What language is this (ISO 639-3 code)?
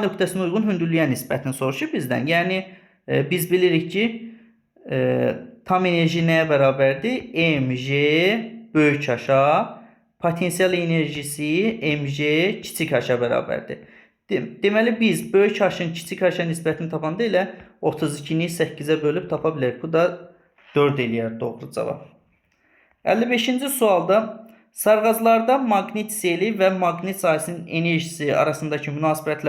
aze